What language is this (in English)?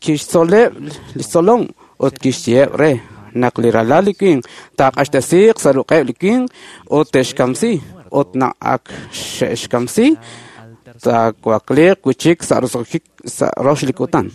Kekchí